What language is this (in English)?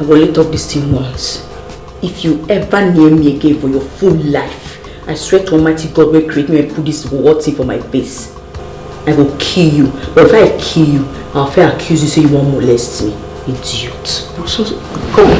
Nigerian Pidgin